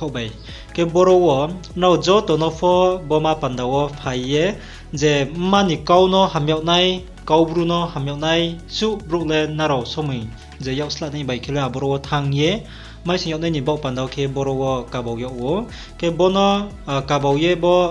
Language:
Riang (India)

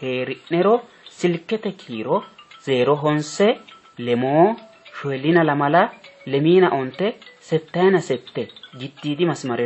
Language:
Sidamo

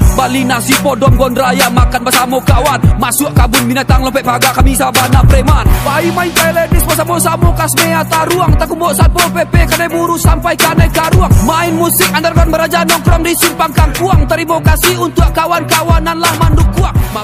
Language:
Minangkabau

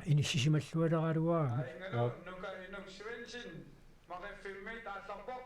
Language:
Kalaallisut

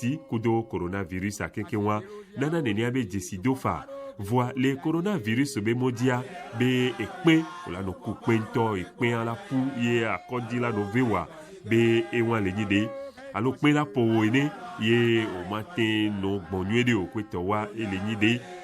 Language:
Ewe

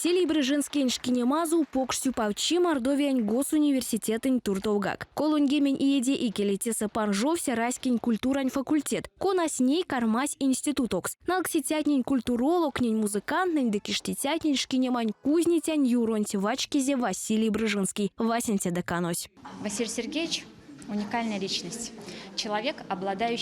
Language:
Erzya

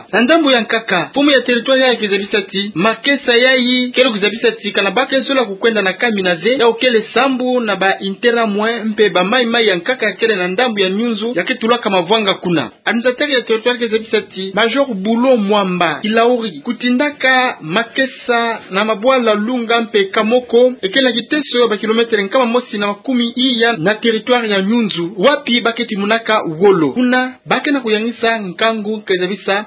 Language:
Kituba (Democratic Republic of Congo)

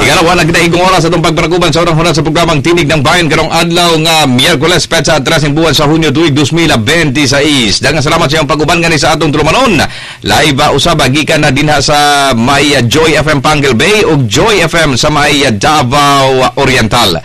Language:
Cebuano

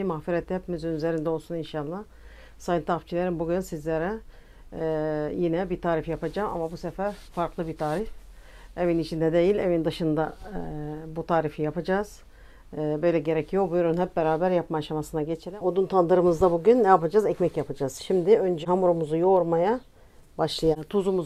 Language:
Turkish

